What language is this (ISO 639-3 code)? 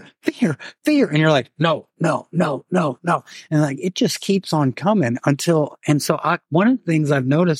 eng